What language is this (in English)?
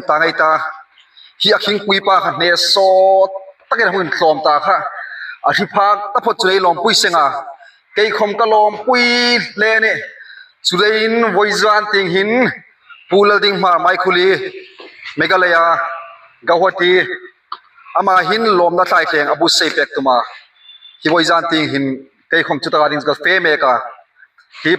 Hmar